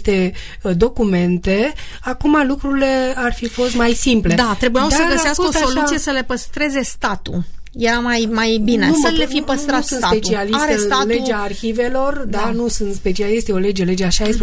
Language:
Romanian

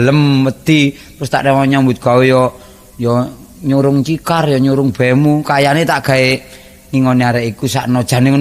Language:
Javanese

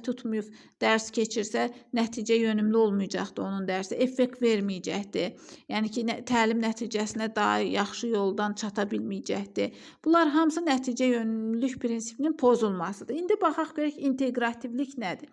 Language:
Azerbaijani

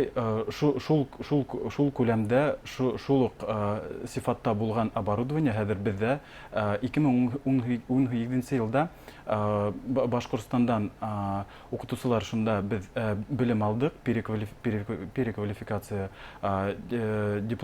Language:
Bashkir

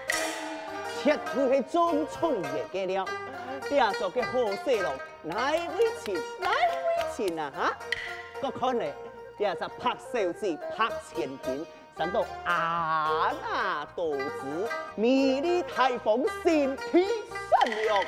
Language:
Hakka Chinese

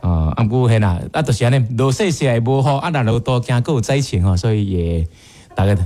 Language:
Min Nan Chinese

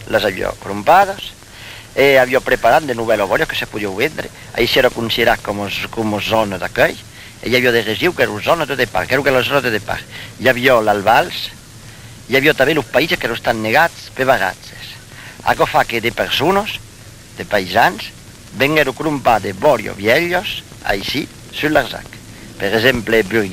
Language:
Occitan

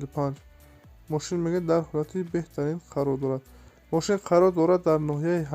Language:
Tajik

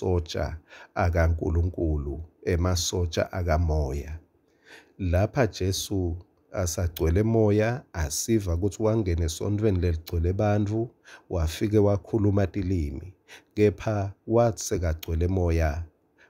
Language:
Swati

